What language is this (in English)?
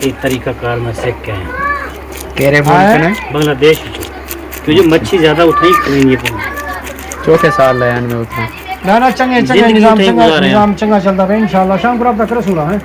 Saraiki